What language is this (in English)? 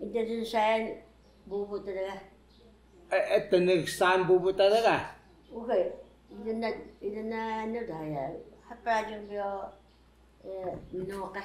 Taroko